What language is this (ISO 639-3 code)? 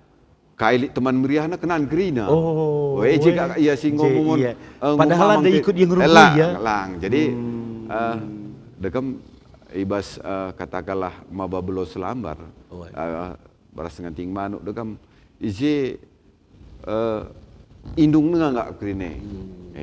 btx